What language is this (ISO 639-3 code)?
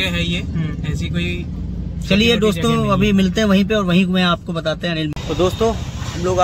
hin